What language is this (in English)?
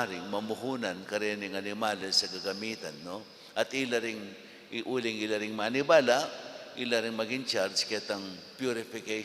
Pampanga